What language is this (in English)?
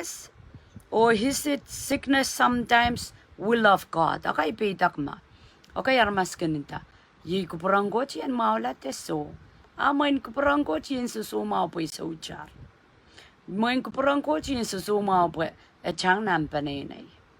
Pohnpeian